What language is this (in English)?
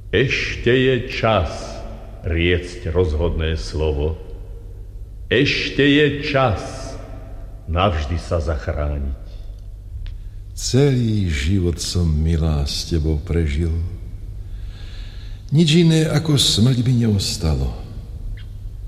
Slovak